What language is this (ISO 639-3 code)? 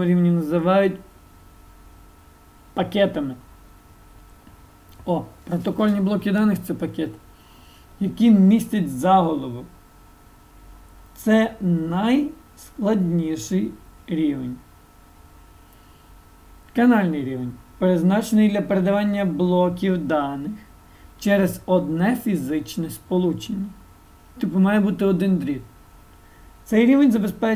ukr